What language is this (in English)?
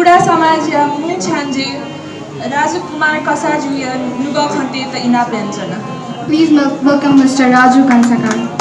Newari